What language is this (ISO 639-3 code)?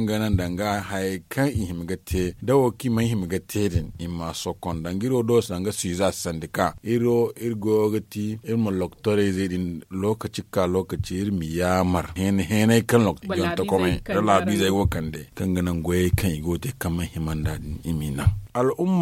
dje